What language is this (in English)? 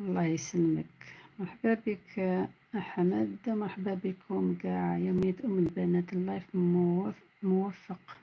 Algerian Arabic